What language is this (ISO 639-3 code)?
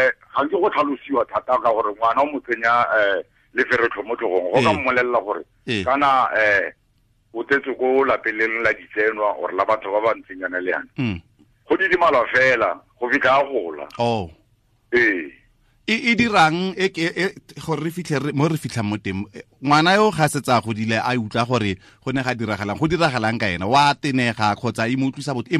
tsn